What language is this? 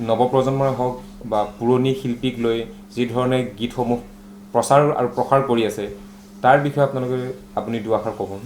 Assamese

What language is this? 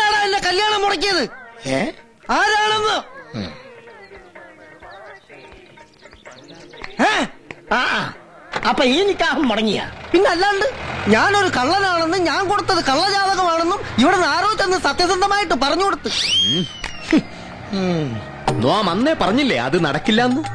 Malayalam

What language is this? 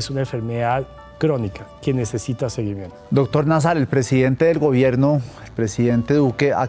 Spanish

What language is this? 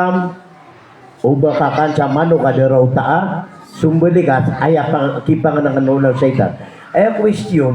Maranao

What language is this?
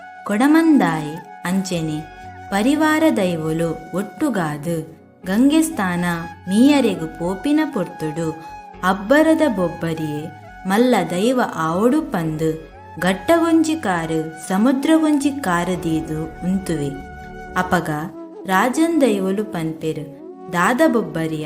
Tulu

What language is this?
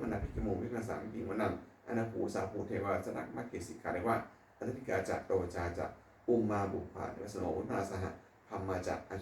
Pali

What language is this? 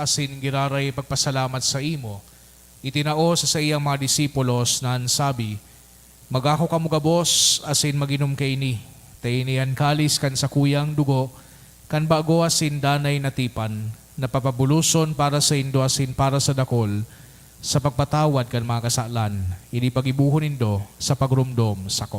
Bikol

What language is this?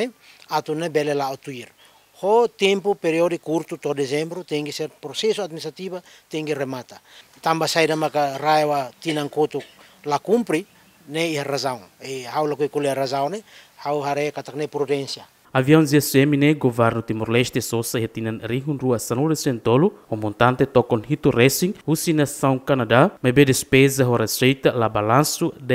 Tetum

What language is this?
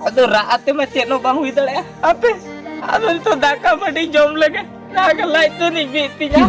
Santali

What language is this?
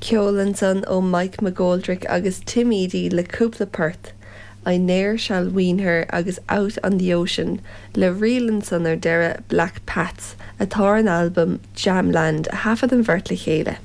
Irish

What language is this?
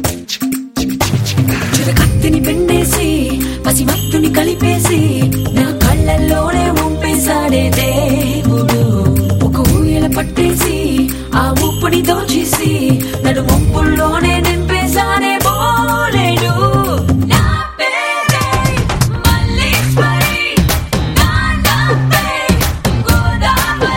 Telugu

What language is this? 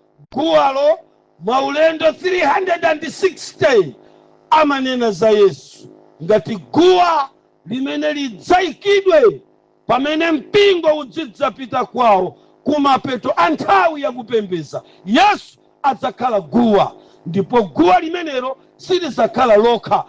Nyanja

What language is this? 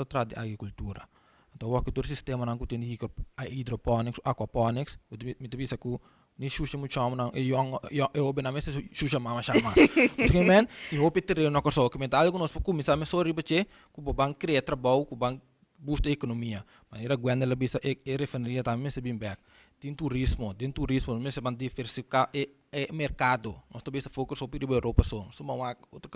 Papiamento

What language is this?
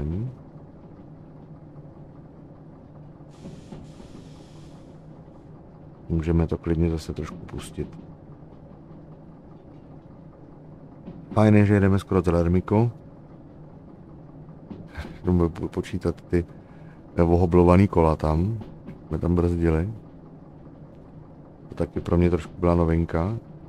Czech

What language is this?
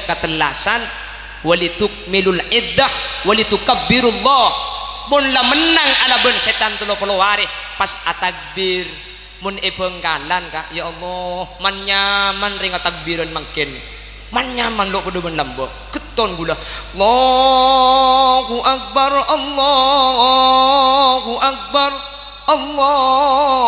Madurese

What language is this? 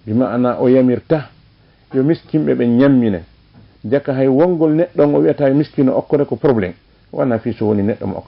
Fula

